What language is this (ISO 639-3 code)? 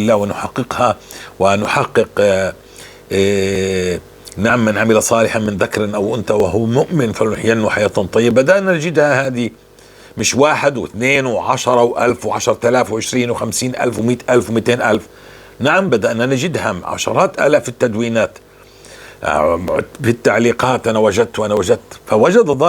apc